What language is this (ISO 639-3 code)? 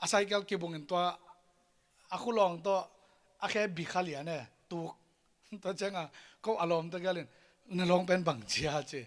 ctd